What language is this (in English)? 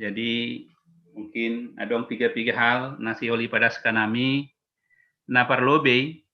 Batak Simalungun